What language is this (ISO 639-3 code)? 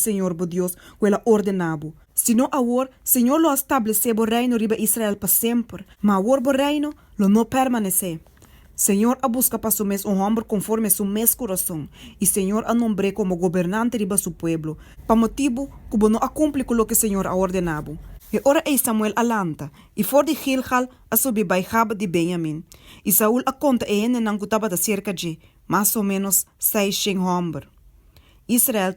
pap